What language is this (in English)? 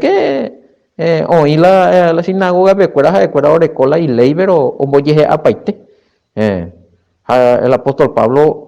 Guarani